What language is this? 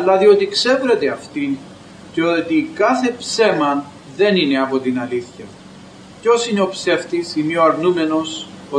Greek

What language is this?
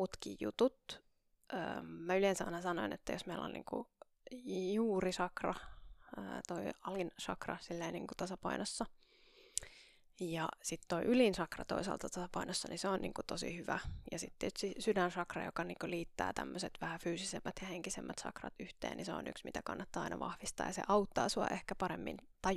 Finnish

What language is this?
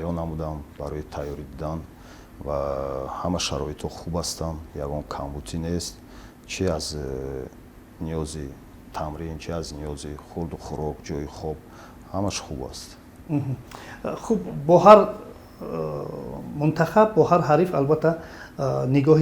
Tajik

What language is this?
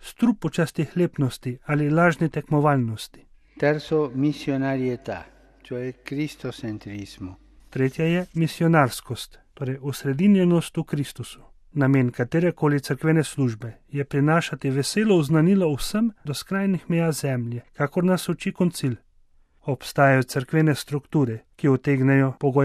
Slovenian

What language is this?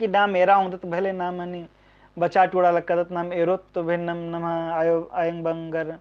Kurukh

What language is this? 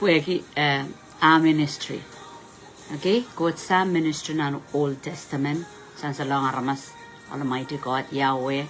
Pohnpeian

